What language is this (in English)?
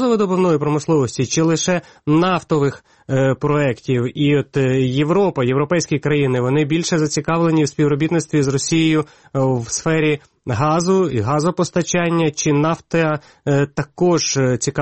Ukrainian